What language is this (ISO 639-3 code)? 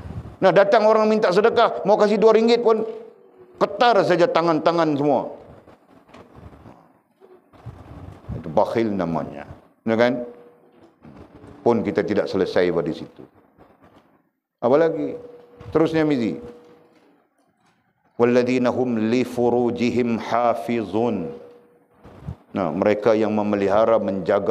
msa